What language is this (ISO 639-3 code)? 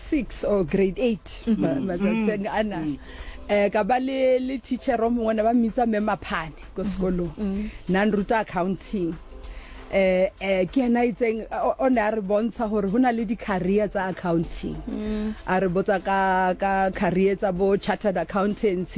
sot